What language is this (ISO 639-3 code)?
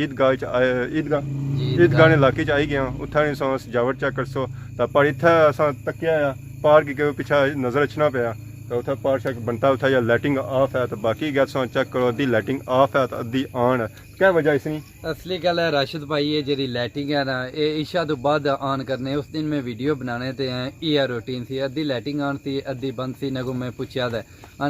phr